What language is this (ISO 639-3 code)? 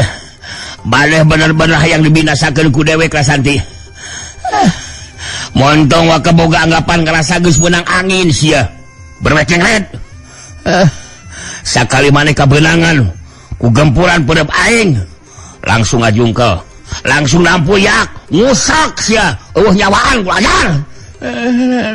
sun